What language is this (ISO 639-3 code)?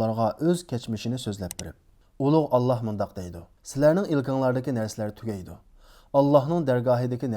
uig